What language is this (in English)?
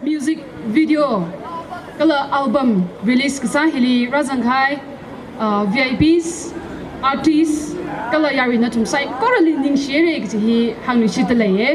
Tangkhul Naga (India)